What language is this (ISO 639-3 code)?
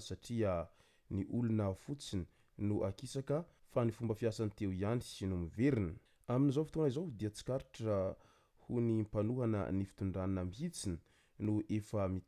mlg